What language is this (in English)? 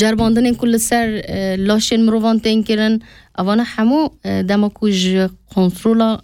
Kurdish